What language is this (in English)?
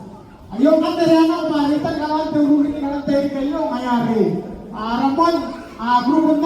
Gilbertese